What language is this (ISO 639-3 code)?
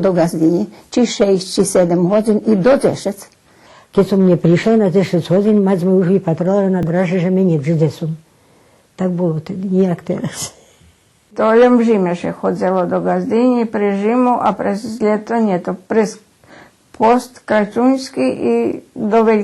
rue